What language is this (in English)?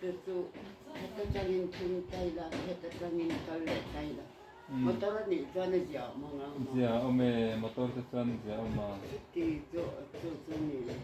Mizo